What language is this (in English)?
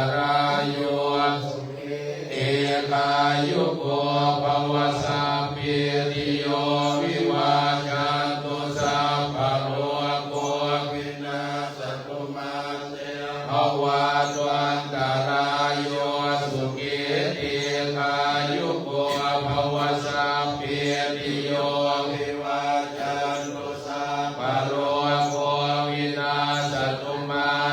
Pali